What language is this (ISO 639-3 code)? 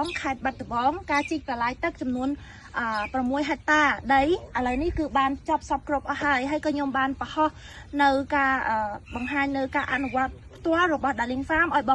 khm